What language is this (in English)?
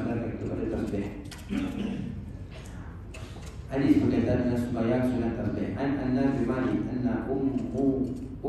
Malay